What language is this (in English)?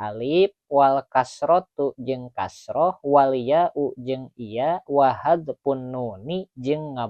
Sundanese